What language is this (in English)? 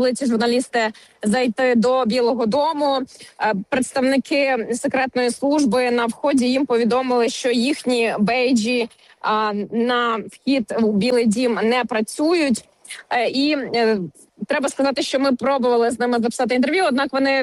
Ukrainian